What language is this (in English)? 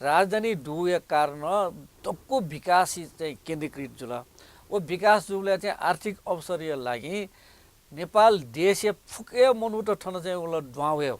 Newari